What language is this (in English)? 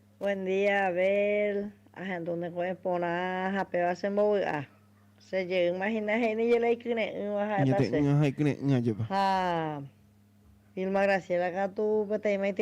Guarani